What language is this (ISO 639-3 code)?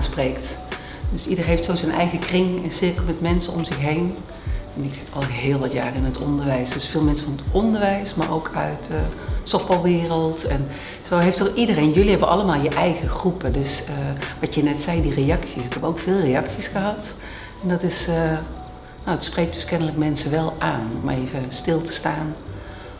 nld